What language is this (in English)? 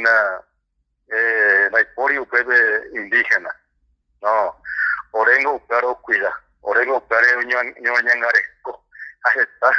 Guarani